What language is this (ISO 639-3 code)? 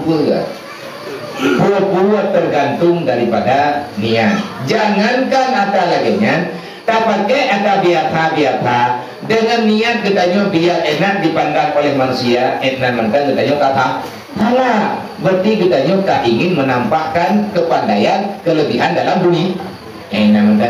ace